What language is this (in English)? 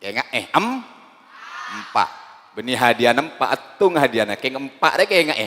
Madurese